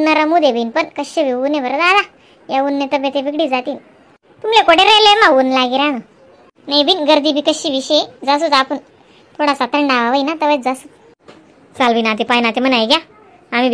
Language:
Khandesi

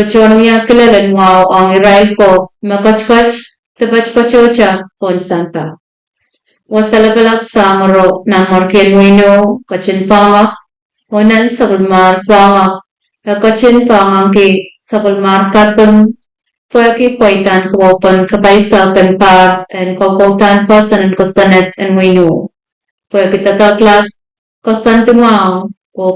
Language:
Pohnpeian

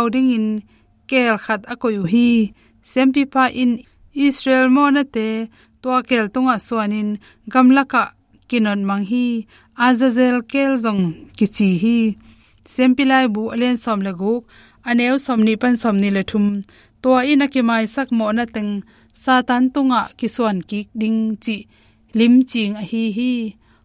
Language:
Tedim Chin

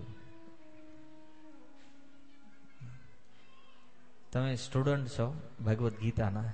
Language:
Gujarati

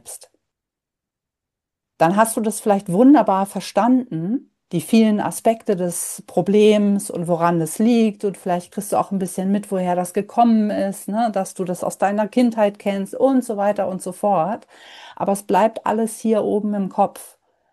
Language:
German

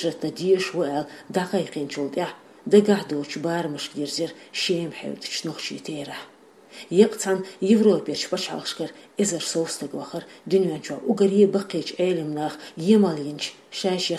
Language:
Chechen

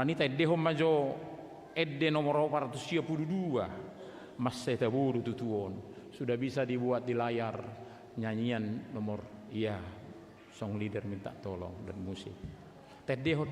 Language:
Batak Toba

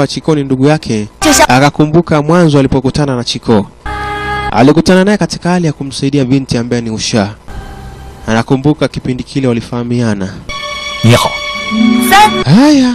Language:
Swahili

